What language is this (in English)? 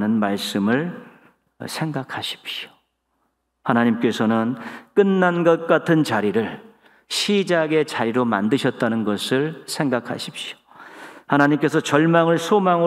Korean